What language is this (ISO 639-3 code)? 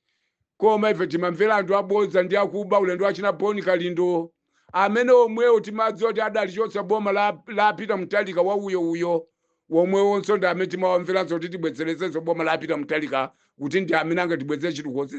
nya